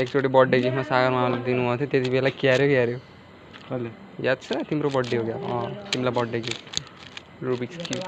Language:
Nepali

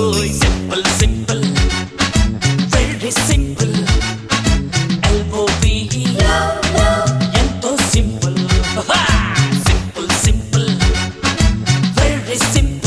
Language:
Telugu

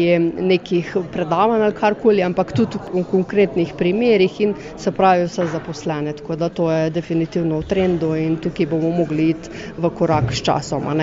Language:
Slovenian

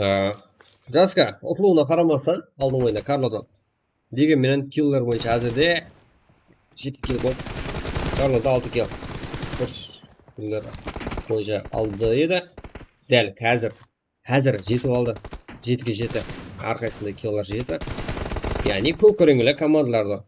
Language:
Kara-Kalpak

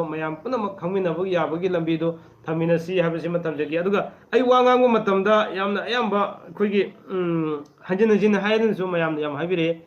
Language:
Manipuri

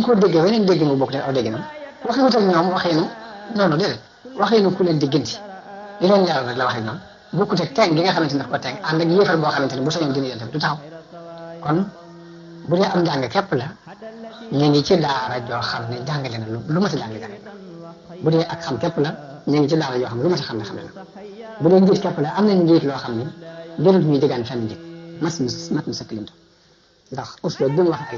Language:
Wolof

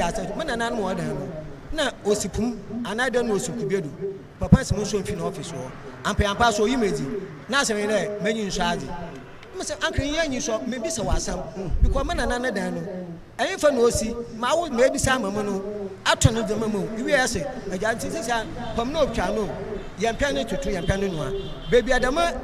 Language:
Akan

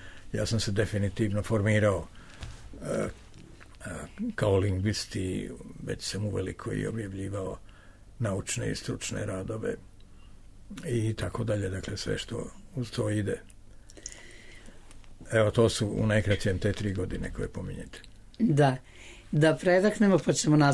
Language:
Serbian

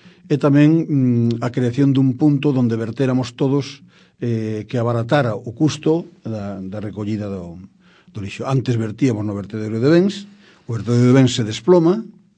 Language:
Galician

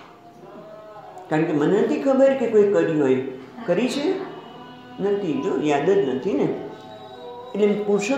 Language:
Gujarati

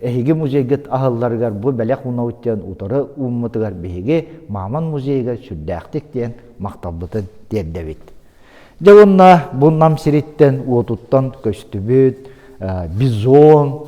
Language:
Yakut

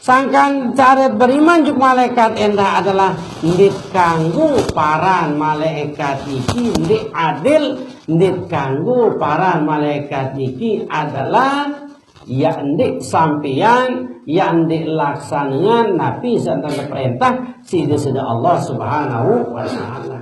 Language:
Sasak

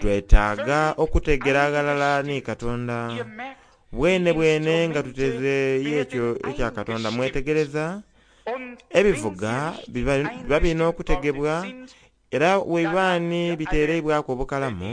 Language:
Soga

